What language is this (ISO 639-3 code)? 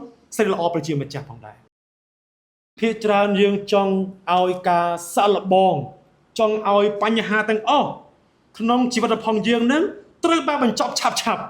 khm